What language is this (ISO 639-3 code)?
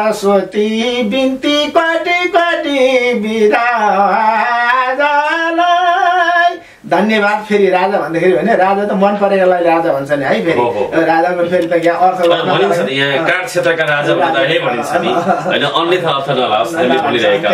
nep